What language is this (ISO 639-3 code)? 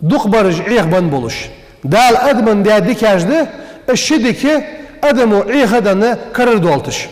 inh